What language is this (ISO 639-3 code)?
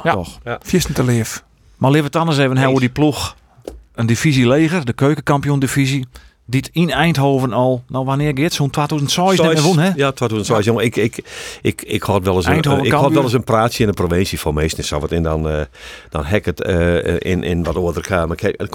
fry